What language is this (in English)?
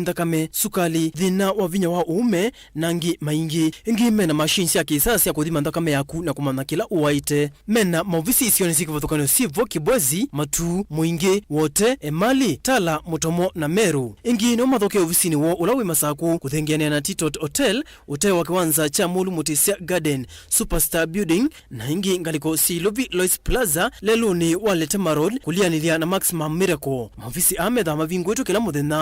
Kamba